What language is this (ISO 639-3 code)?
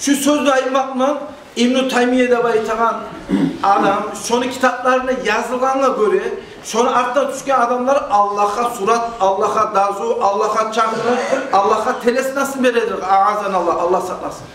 kum